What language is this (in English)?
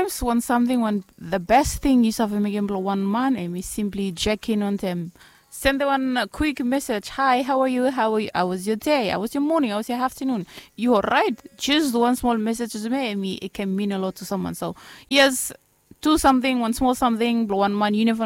Bislama